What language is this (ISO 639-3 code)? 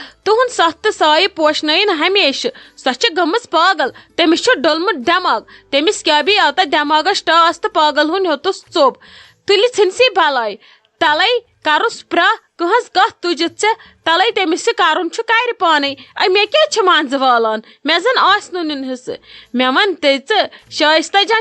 kas